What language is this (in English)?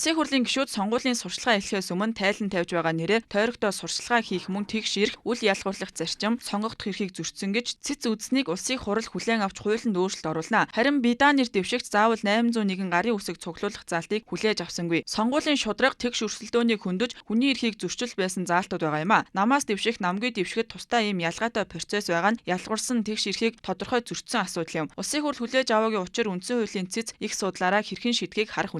Mongolian